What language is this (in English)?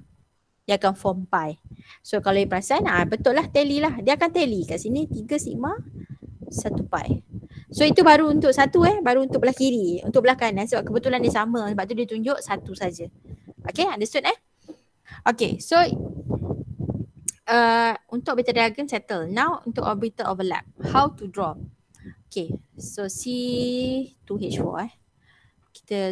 Malay